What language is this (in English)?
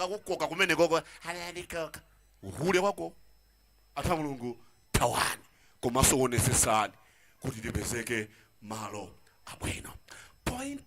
Nyanja